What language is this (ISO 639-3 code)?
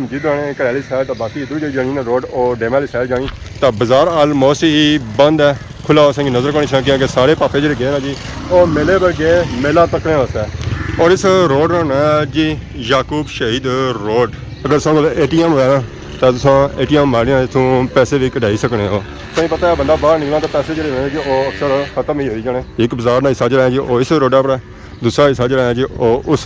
phr